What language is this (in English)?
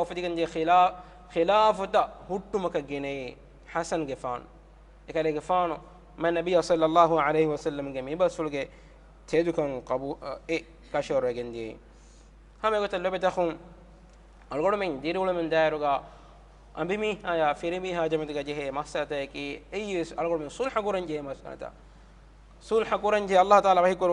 Divehi